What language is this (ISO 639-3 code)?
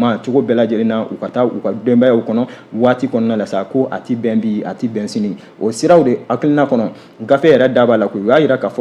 bam